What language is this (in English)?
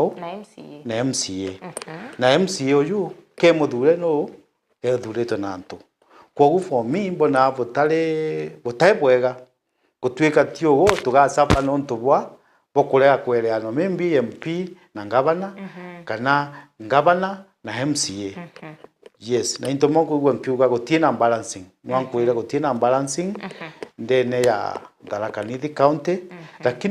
Meru